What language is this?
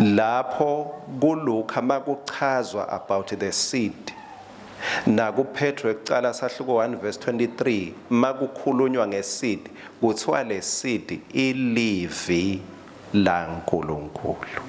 Swati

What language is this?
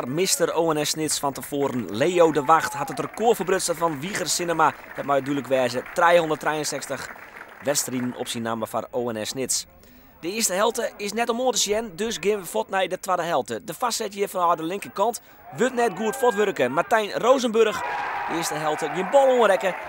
Western Frisian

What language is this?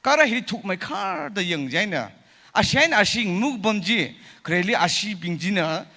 Tangkhul Naga (India)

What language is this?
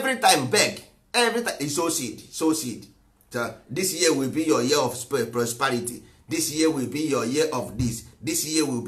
Igbo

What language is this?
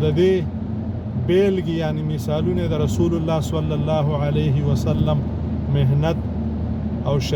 Pashto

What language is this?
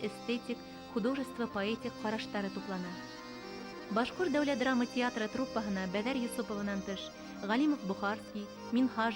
Bashkir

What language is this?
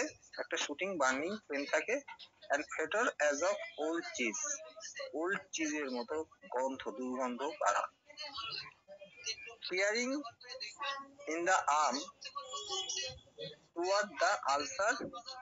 Bangla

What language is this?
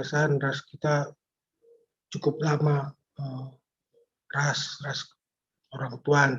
Batak Karo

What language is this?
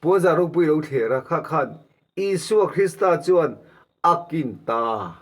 Mizo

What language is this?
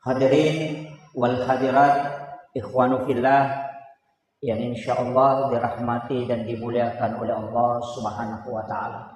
Buginese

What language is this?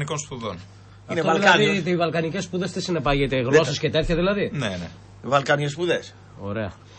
Greek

